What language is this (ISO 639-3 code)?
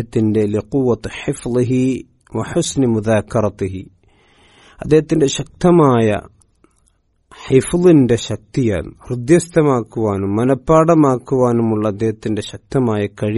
mal